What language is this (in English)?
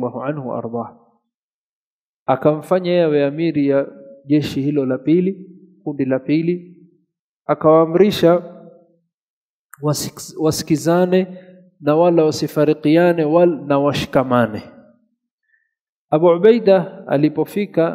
Swahili